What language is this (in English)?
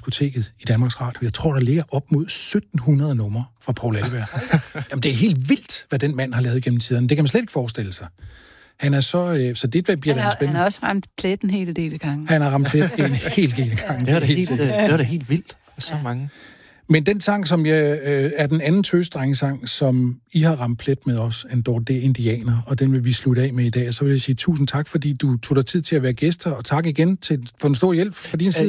Danish